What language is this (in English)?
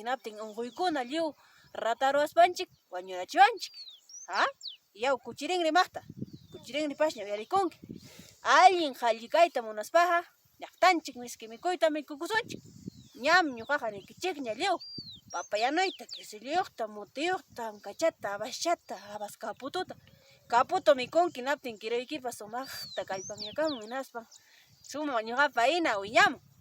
Ayacucho Quechua